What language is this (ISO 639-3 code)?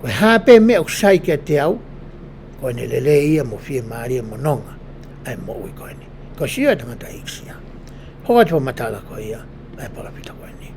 ton